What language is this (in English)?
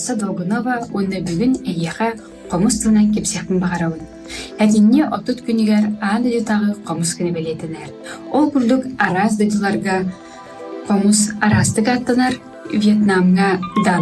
Yakut